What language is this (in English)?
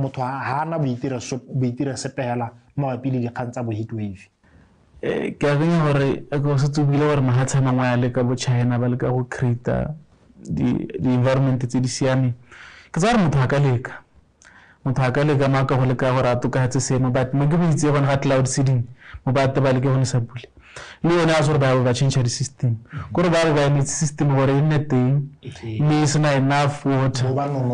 Tswana